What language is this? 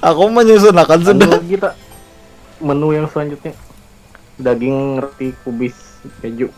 Banjar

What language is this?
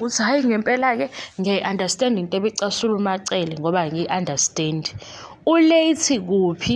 Zulu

